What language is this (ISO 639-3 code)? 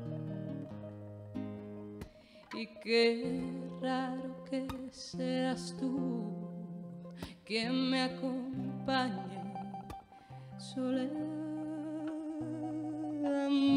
spa